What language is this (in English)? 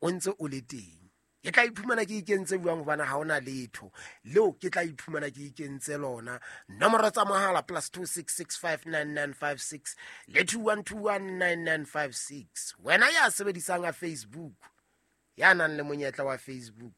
Southern Sotho